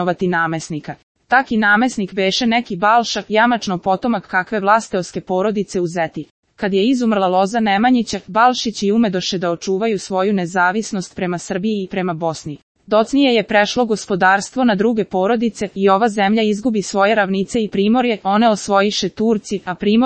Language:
Serbian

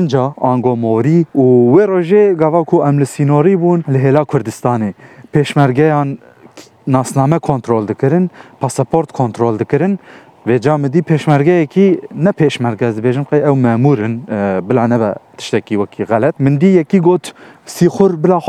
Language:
Kurdish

